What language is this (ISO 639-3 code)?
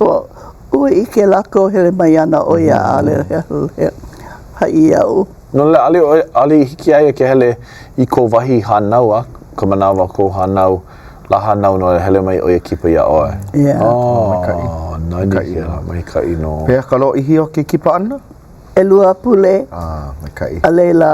haw